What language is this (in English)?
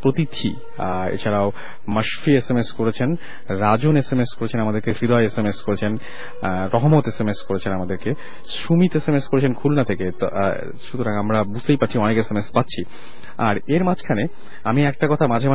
Bangla